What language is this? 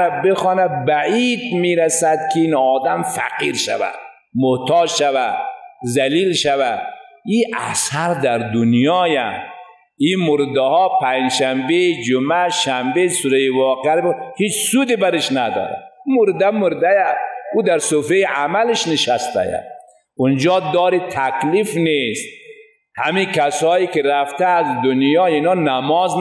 Persian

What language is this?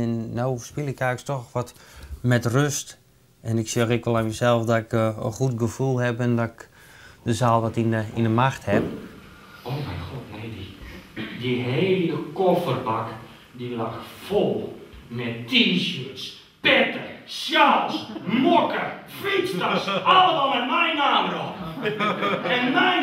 Western Frisian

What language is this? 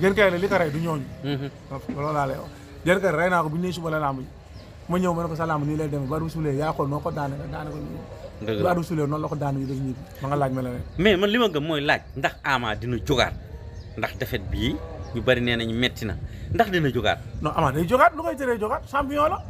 Wolof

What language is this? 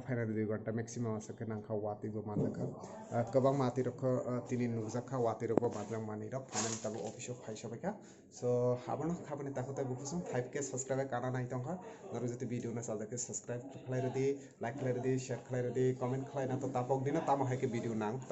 Kok Borok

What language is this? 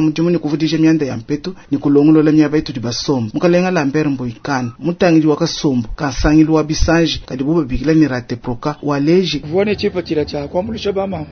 Luba-Lulua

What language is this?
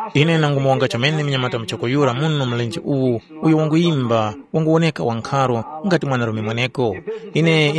Tumbuka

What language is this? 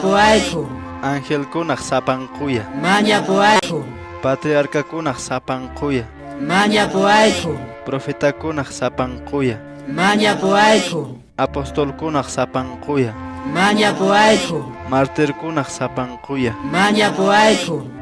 Quechua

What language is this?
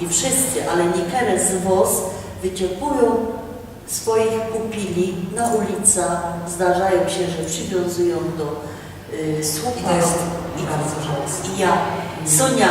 Silesian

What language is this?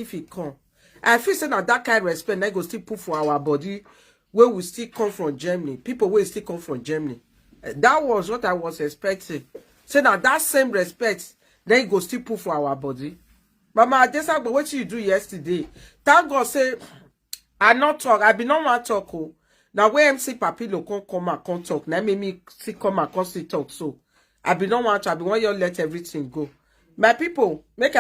Nigerian Pidgin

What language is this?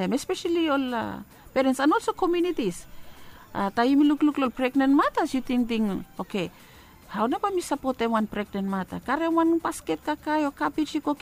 Bislama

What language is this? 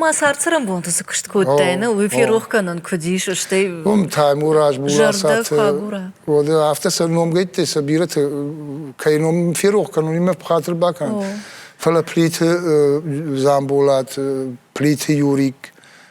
Ossetic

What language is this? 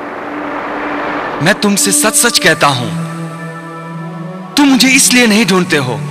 Hindi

